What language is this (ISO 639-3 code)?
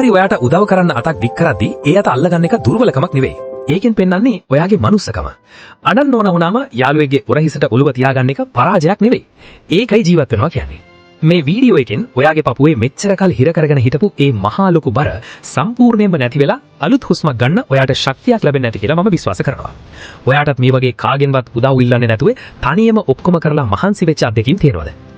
sin